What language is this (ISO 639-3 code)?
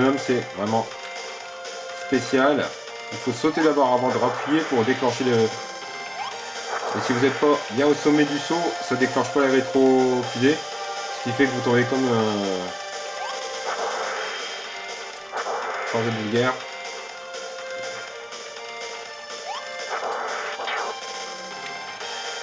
fra